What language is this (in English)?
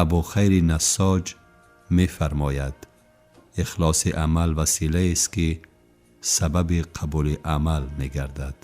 Tajik